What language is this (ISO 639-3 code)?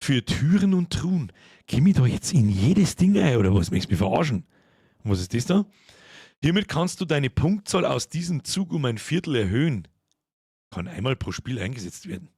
bar